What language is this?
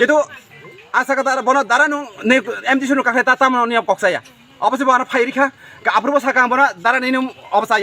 Kok Borok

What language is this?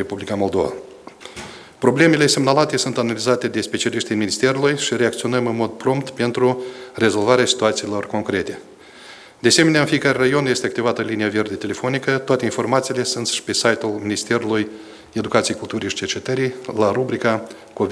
Romanian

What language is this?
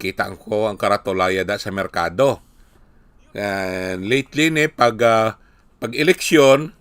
Hiligaynon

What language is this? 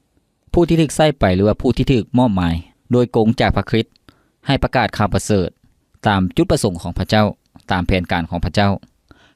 Lao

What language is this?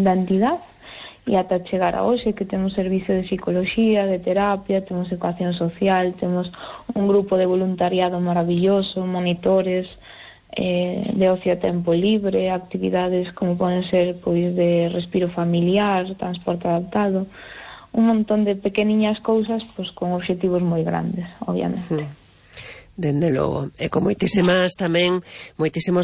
Galician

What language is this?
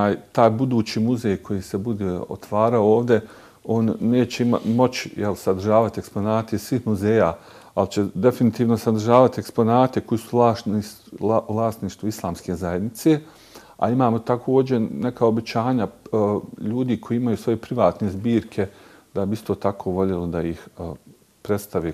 Bosnian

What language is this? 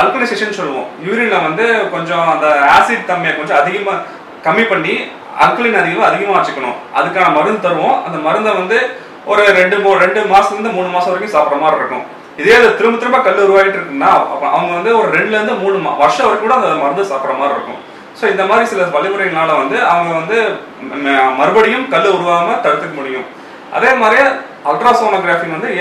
Tamil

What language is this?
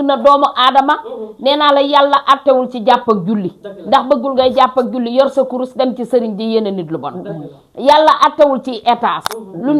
Wolof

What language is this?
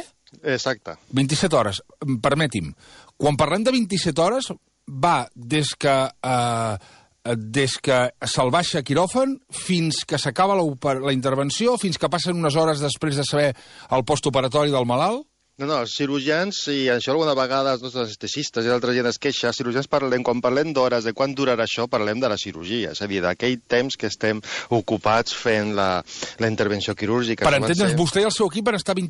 Catalan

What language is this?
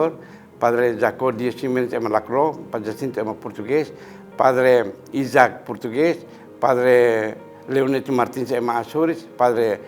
Tetum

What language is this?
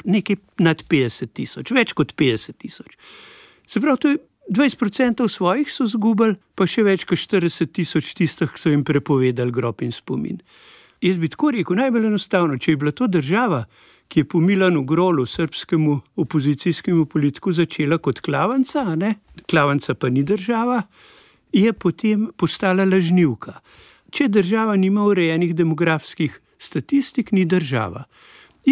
Slovenian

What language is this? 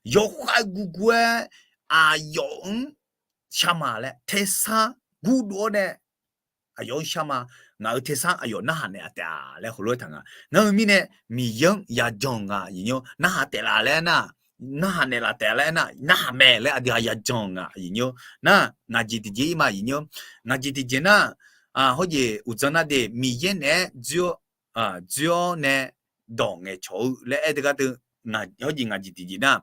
Akha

